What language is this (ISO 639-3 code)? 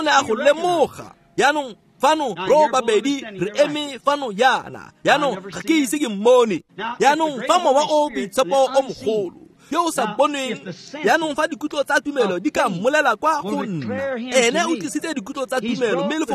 tsn